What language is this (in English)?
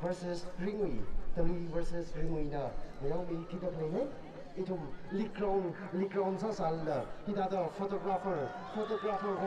Tangkhul Naga (India)